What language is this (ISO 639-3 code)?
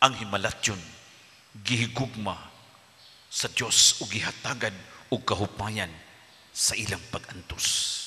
ceb